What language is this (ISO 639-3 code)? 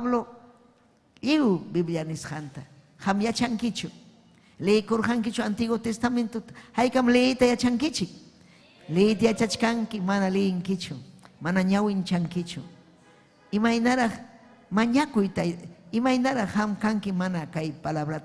quy